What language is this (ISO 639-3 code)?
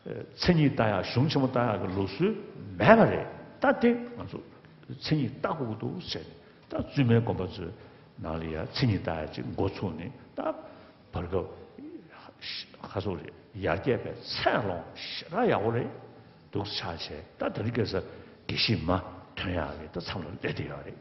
bod